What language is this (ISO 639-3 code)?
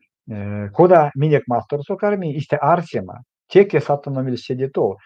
myv